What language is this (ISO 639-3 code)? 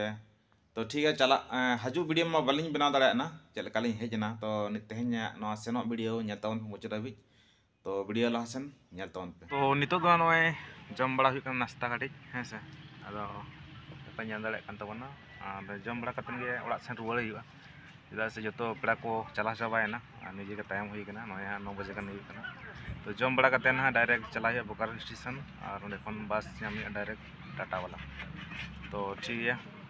sat